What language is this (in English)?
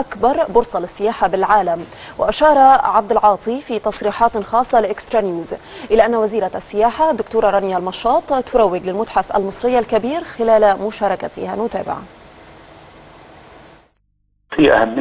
Arabic